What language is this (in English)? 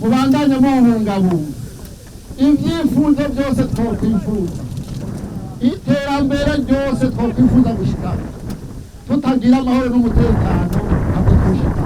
Rundi